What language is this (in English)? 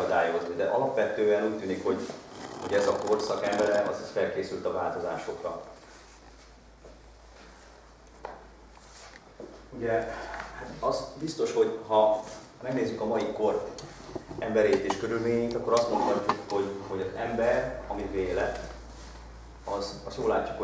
Hungarian